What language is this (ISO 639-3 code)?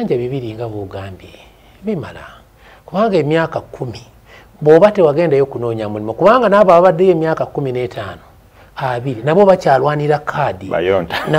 lug